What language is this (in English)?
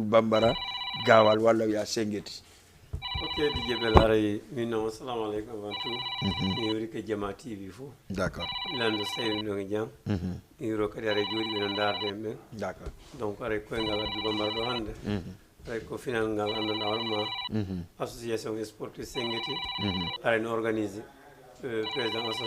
Fula